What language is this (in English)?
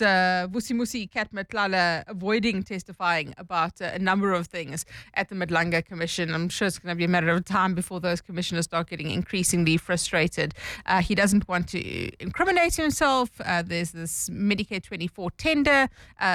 English